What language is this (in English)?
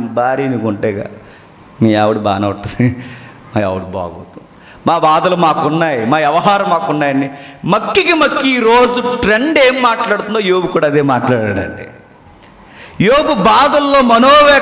Telugu